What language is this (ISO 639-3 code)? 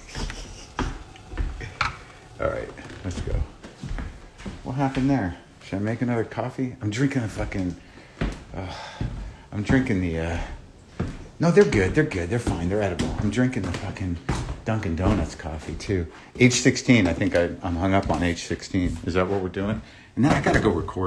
eng